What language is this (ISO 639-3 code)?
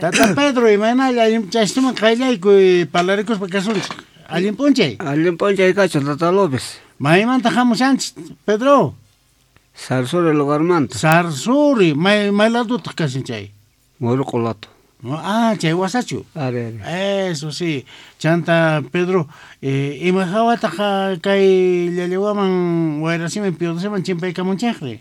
que